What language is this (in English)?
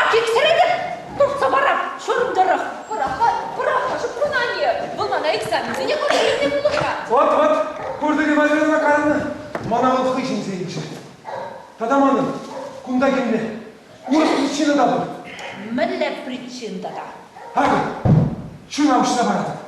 Chuvash